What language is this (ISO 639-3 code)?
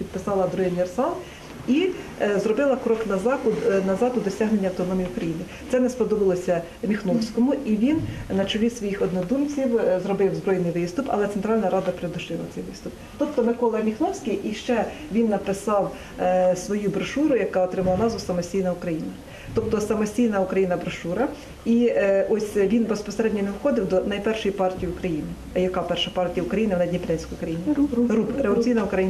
ukr